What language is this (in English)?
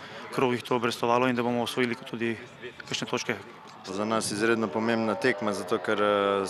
Slovenian